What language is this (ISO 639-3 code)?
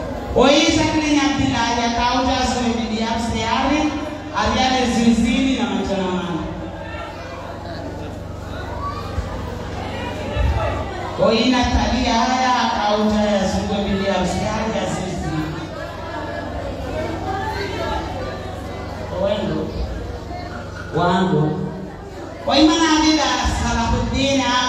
swa